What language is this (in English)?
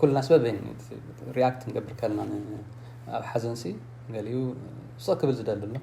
Tigrinya